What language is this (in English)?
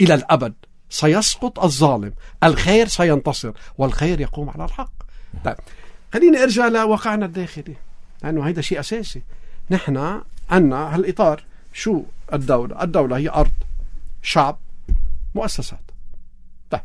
North Levantine Arabic